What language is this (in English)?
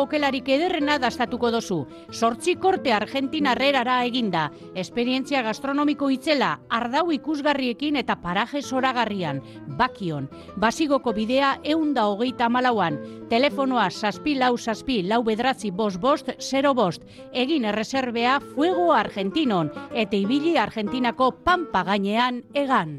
Basque